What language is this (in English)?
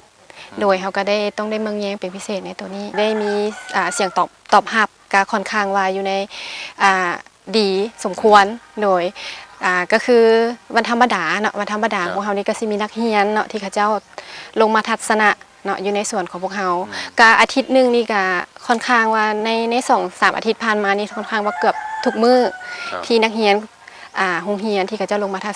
Lao